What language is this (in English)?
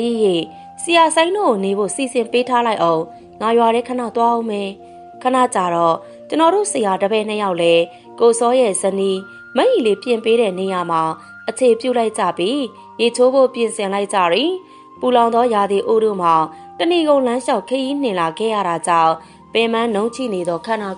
Burmese